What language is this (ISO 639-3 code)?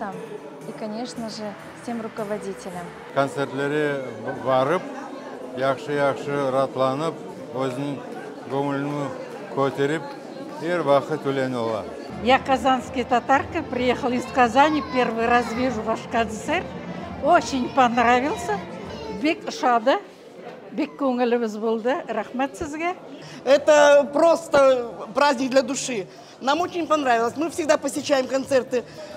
crh